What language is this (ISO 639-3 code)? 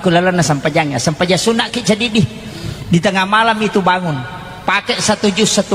bug